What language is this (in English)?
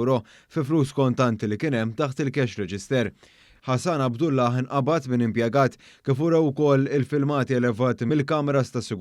Maltese